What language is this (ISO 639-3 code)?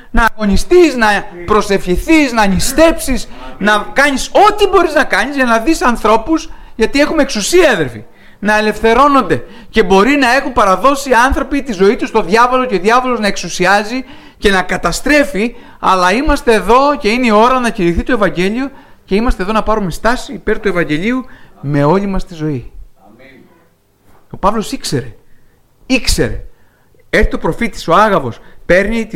ell